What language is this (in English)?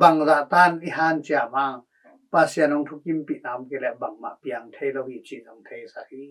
Tedim Chin